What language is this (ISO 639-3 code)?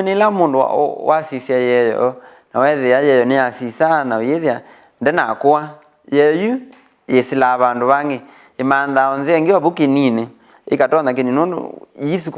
kam